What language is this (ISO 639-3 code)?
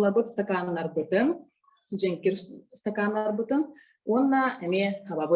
sah